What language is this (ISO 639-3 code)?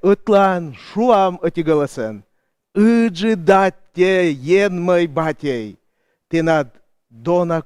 kom